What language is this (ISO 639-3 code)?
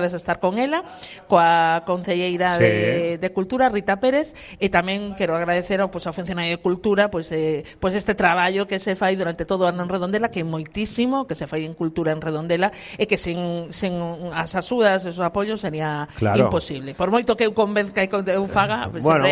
glg